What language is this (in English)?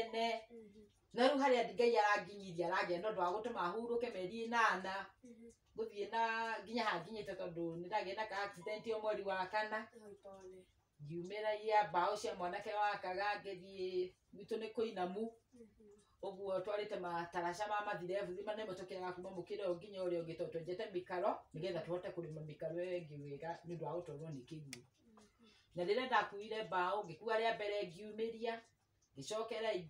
Kikuyu